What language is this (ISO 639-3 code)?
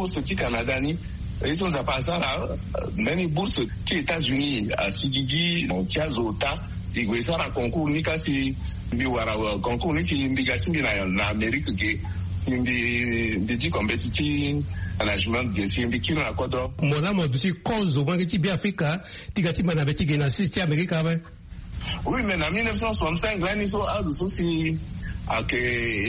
sag